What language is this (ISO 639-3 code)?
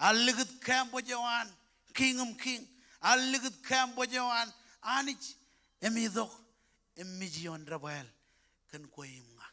mah